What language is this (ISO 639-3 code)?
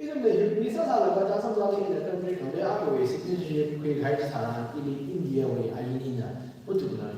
nmf